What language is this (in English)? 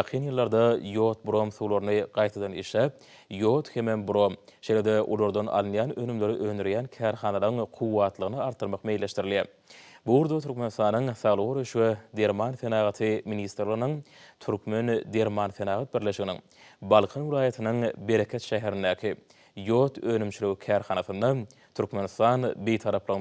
Turkmen